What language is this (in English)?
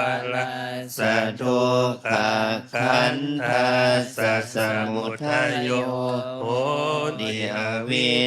Pali